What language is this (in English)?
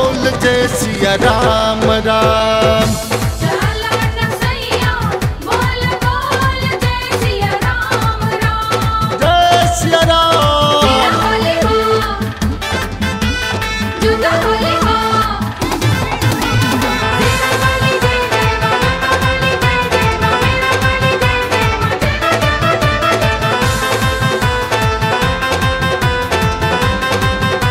Bhojpuri